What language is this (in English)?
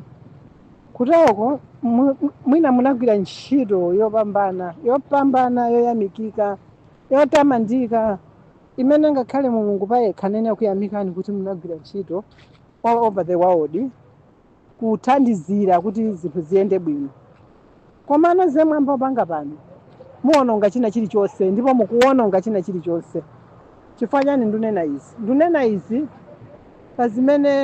Nyanja